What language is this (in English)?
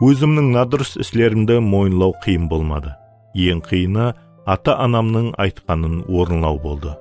Kara-Kalpak